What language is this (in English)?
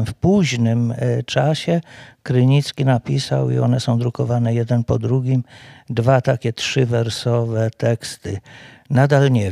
Polish